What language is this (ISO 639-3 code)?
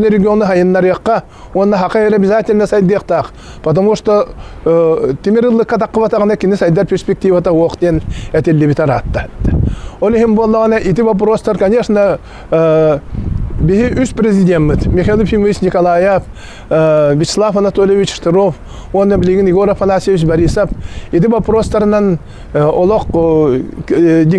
sah